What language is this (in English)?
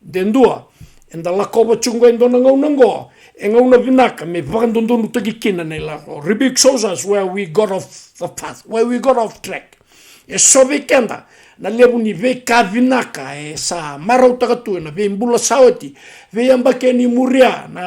Fijian